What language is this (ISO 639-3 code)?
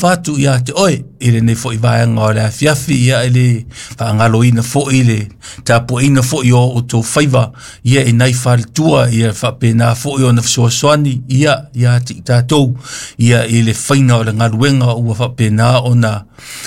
smo